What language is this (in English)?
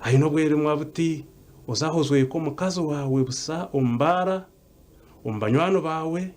Nyankole